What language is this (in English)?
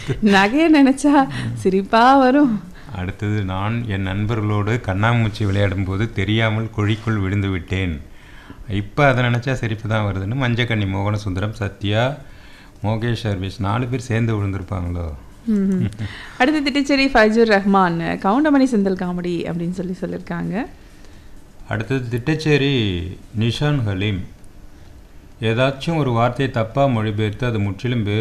Tamil